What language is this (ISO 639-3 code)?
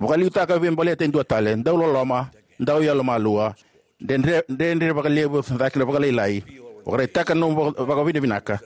fij